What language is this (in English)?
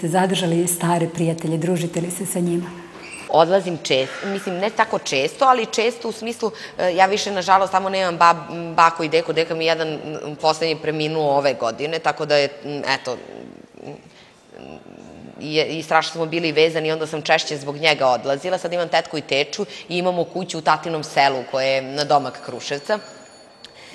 Serbian